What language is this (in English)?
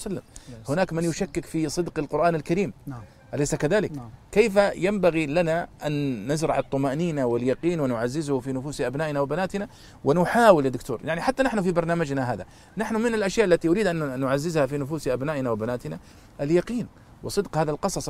Arabic